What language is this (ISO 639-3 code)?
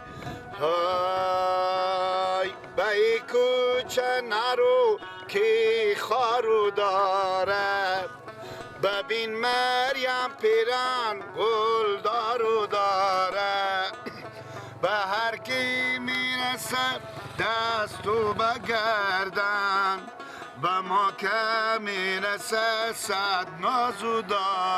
fas